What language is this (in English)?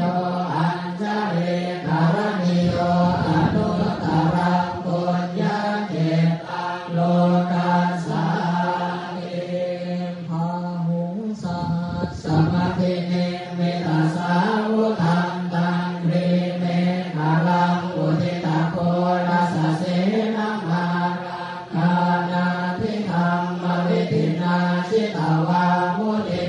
Pali